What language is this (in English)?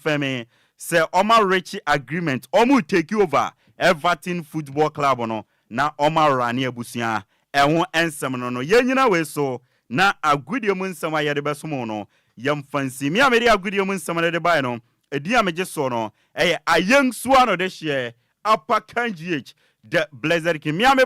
Akan